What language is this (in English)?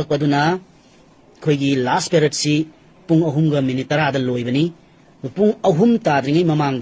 Manipuri